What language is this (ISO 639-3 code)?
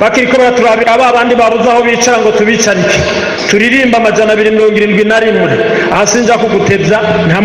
run